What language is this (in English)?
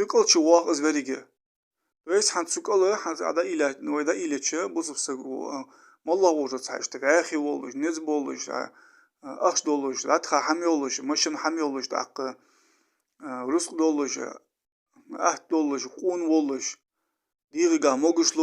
Ingush